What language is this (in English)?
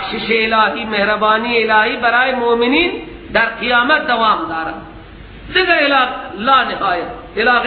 Persian